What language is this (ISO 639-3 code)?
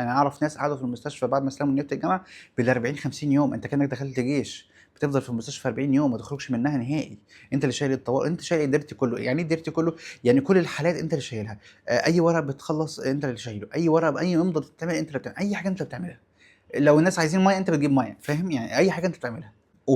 arz